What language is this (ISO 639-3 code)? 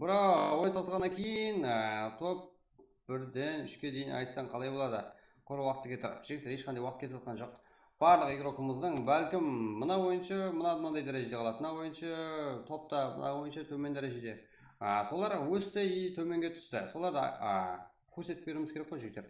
kaa